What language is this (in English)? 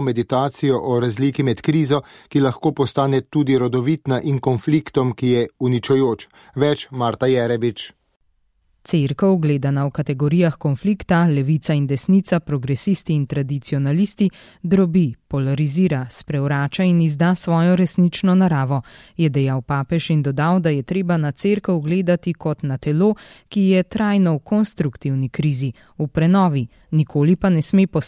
Slovenian